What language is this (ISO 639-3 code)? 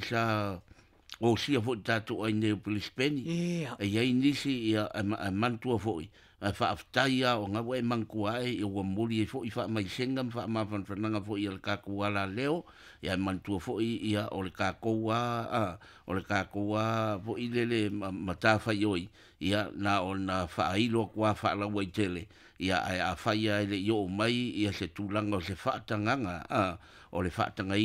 smo